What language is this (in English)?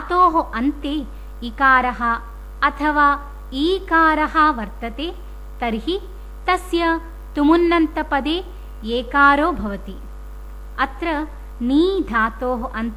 Sanskrit